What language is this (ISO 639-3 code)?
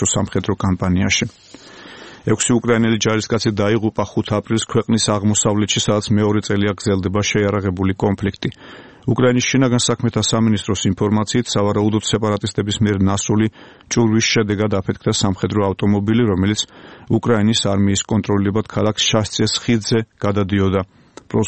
kat